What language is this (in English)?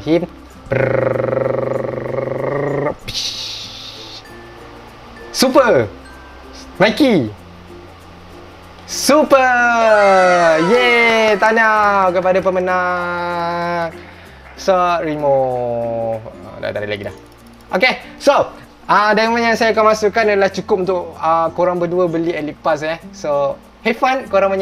Malay